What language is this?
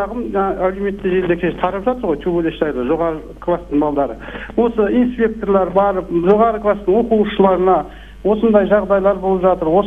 Kazakh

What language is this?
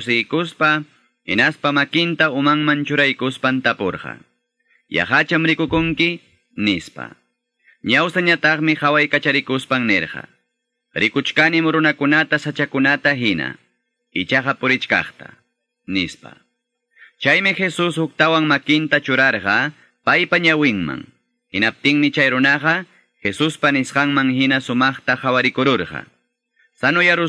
Quechua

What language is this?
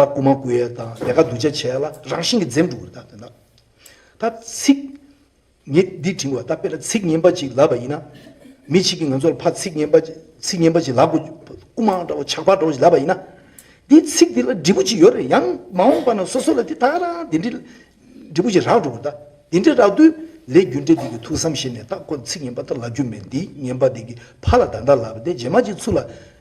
Tibetan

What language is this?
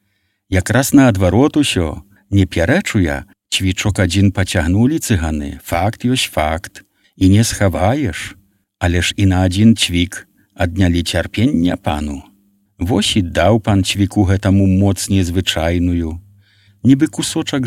Belarusian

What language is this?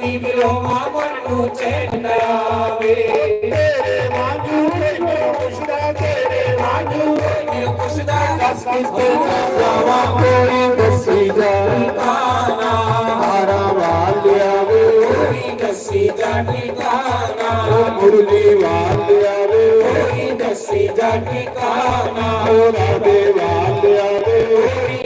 Dogri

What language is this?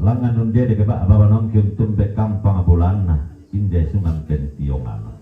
Toraja-Sa'dan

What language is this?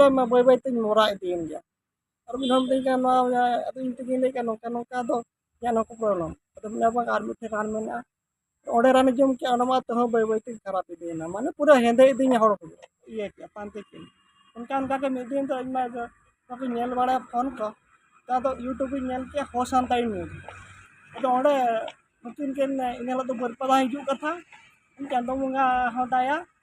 Santali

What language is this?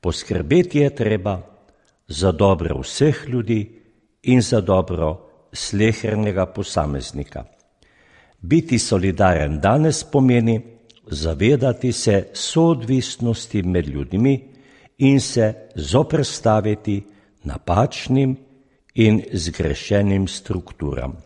Slovenian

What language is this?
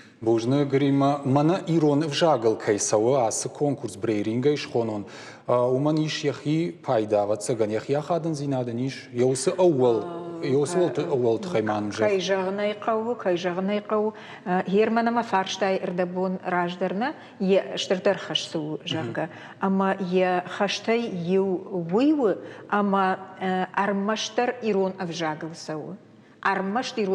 Ossetic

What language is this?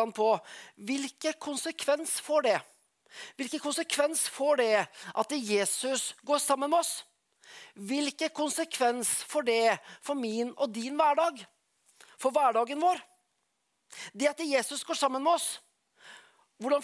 Norwegian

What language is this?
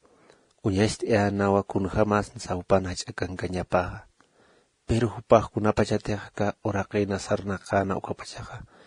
Aymara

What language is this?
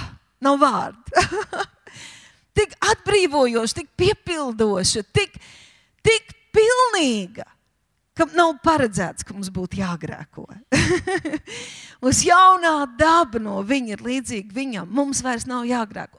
Latvian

